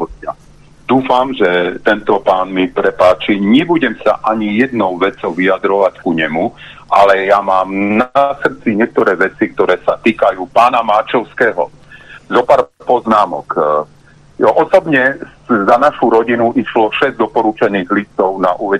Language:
Slovak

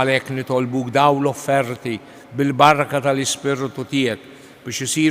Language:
Maltese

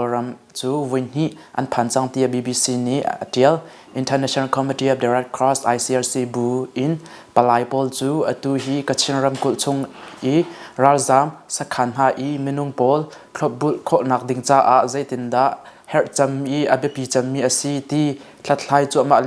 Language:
Hakha Chin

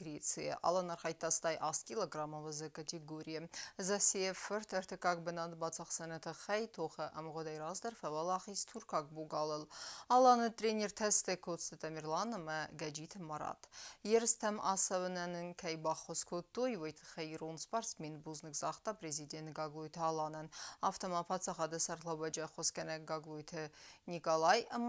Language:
Ossetic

